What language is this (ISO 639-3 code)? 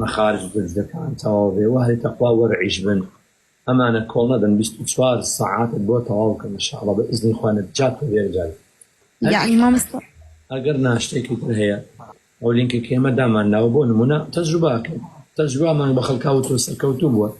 ckb